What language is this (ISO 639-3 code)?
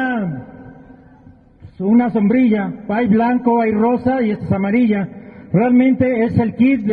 spa